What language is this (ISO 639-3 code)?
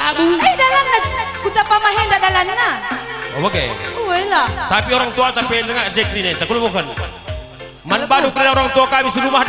btx